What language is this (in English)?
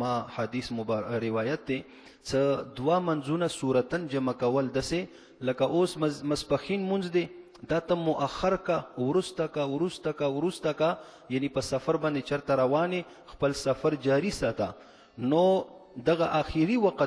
Pashto